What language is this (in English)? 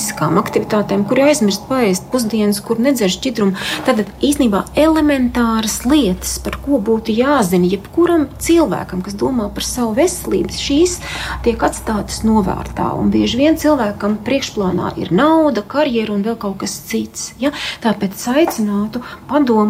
Latvian